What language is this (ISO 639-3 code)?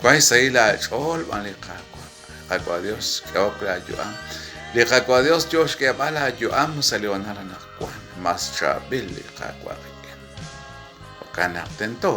kek